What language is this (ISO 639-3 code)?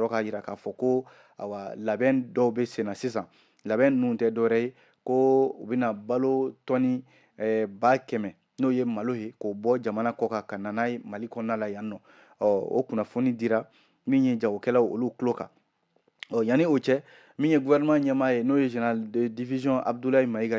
bam